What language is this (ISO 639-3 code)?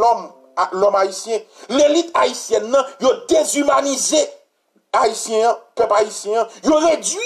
fra